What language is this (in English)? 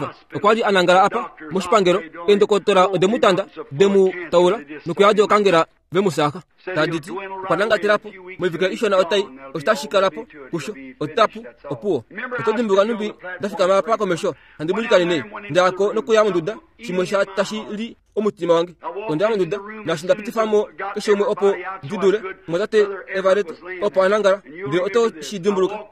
Kuanyama